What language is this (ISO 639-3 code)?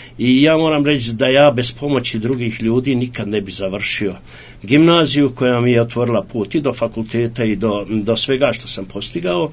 hrv